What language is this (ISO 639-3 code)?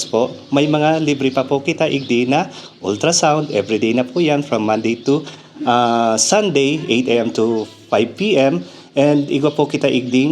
bik